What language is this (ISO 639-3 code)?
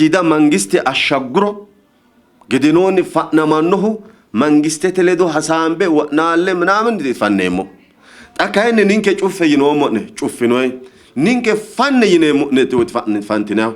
sid